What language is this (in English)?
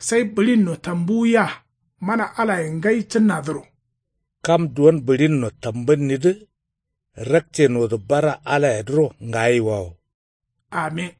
Kanuri